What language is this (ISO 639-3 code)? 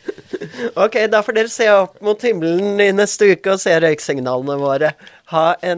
nor